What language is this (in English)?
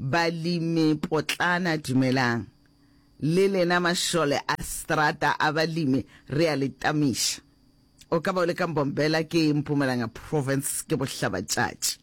Northern Sotho